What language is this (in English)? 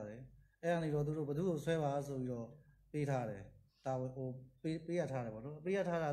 Burmese